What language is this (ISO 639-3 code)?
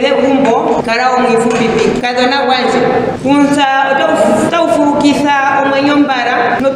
ndo